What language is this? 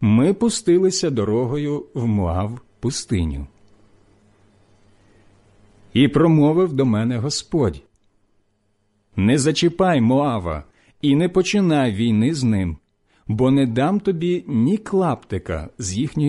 Ukrainian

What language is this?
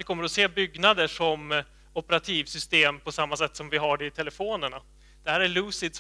Swedish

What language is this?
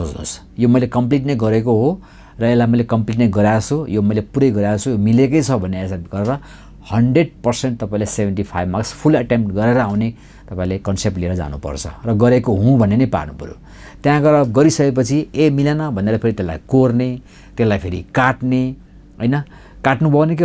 Nepali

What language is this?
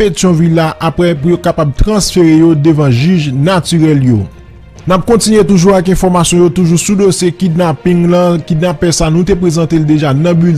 Haitian Creole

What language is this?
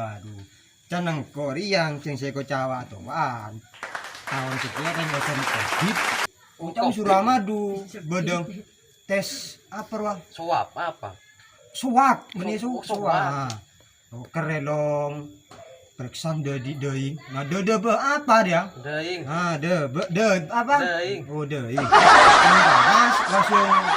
Madurese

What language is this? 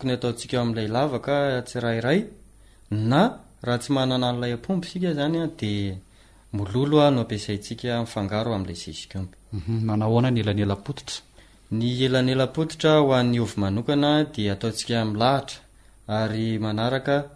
Malagasy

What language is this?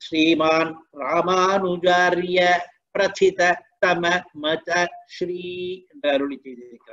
Tamil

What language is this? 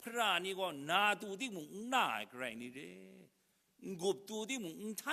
Kachin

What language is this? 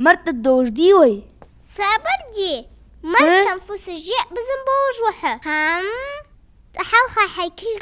Ingush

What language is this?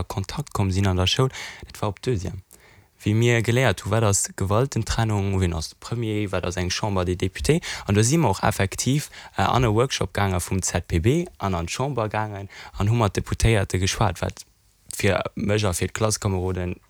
Luxembourgish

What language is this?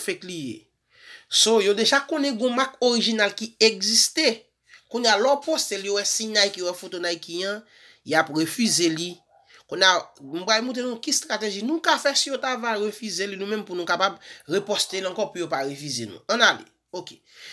Haitian Creole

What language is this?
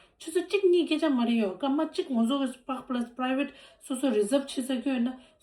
Tibetan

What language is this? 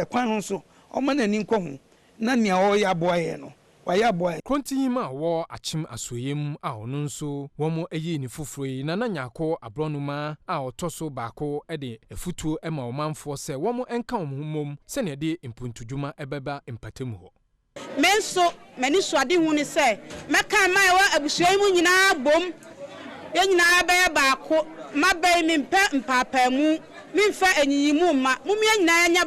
Akan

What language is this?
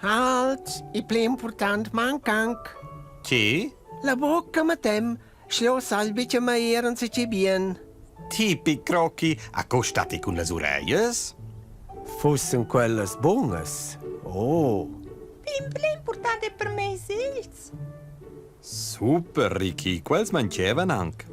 Romansh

